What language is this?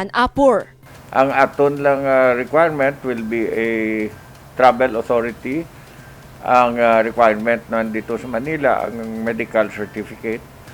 Hiligaynon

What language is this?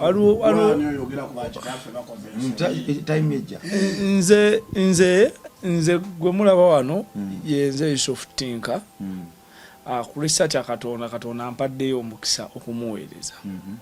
Ganda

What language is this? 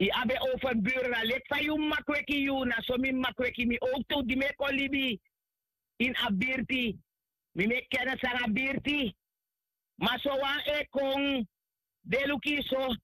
Sranan Tongo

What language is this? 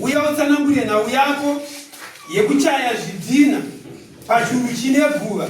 Shona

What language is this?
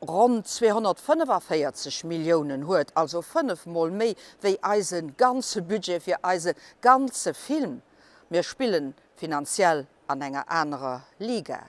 Luxembourgish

